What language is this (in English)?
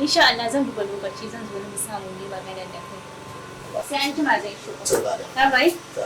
Hausa